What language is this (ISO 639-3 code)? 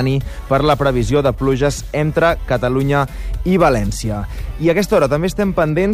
cat